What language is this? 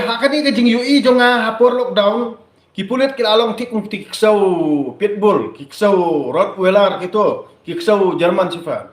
Khasi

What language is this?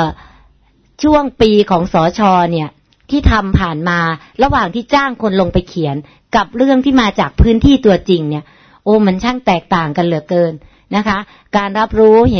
Thai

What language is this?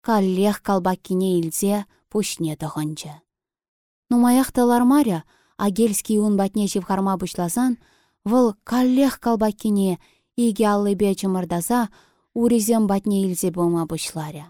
Chuvash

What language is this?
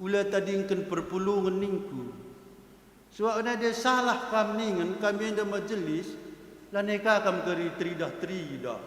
Batak Karo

